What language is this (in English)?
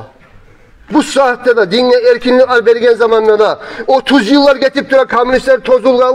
Kumyk